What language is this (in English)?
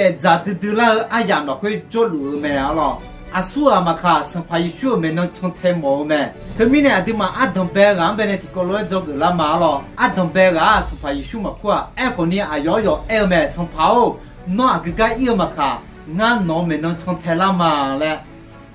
Akha